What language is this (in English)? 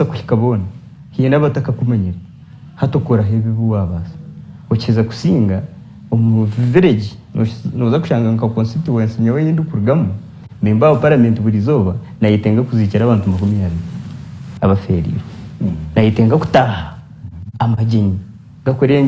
Nyankole